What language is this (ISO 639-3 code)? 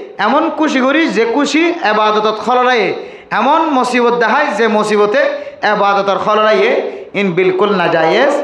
rhg